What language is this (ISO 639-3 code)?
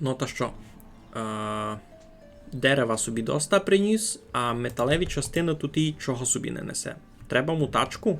rue